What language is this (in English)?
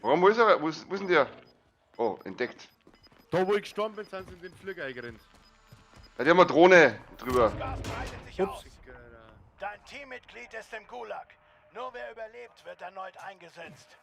Bavarian